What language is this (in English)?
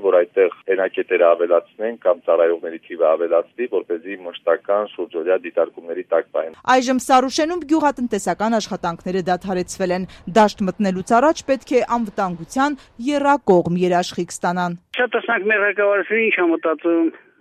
Armenian